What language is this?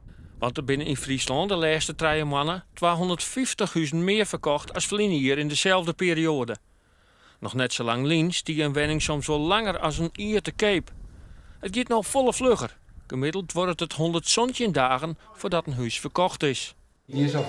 Western Frisian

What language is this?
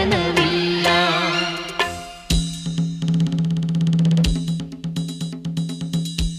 Kannada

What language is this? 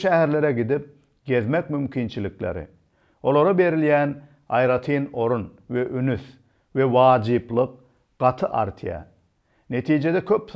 Turkmen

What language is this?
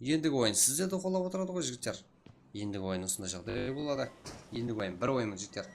Kara-Kalpak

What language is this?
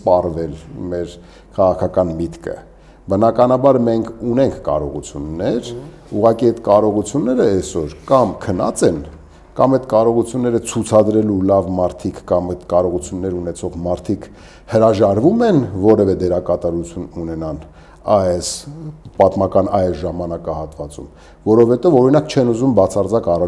Armenian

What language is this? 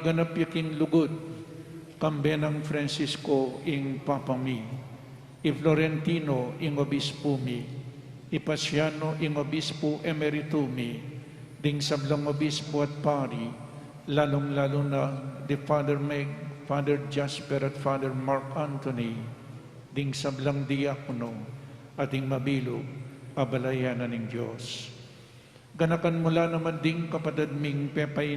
Pampanga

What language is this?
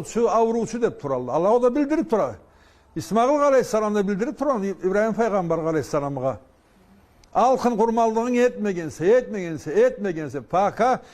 Karachay-Balkar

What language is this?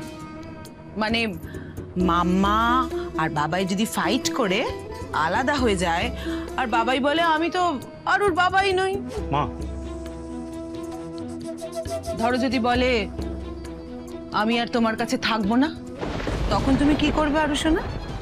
Bangla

